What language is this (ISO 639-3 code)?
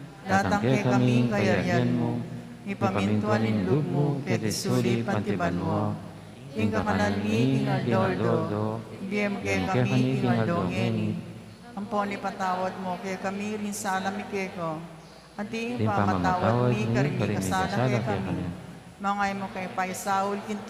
pam